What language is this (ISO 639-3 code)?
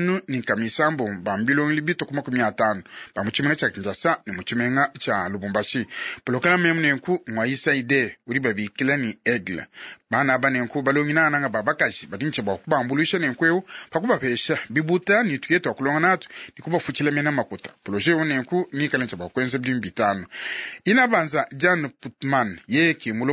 lua